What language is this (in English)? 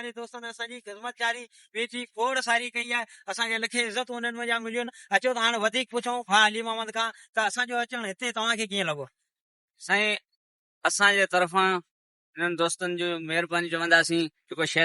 Sindhi